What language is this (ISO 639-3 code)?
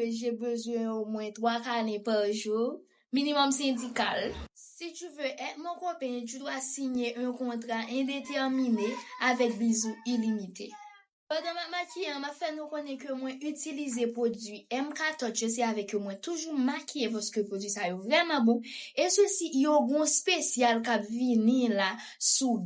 hat